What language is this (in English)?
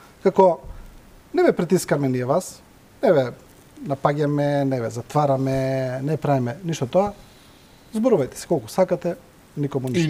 Macedonian